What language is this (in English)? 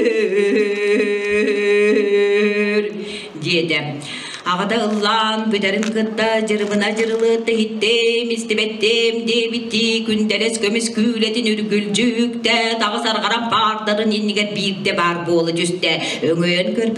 Yakut